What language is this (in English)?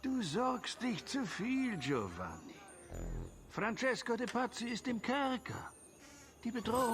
Bavarian